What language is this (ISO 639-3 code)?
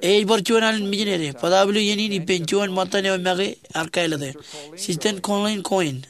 mah